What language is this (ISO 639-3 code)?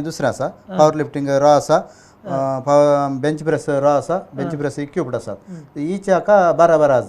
kok